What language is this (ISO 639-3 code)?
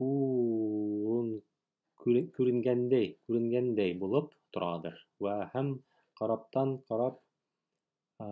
tat